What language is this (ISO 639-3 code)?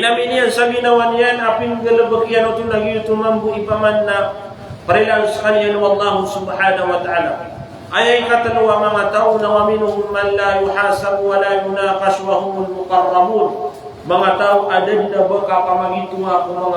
mrw